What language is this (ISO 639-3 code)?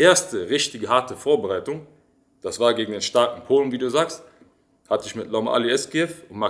deu